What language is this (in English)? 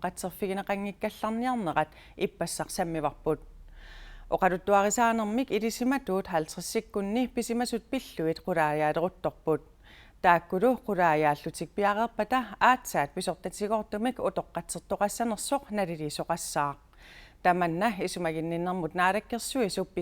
Kalaallisut